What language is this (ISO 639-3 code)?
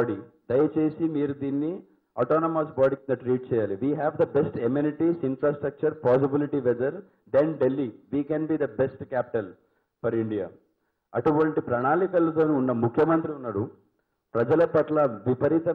tel